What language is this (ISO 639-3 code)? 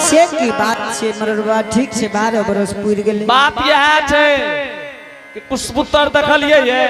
anp